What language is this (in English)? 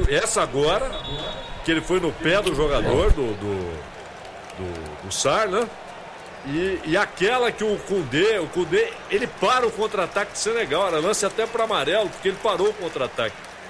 Portuguese